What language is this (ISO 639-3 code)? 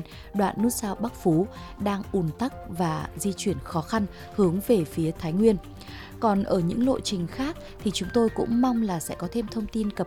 vie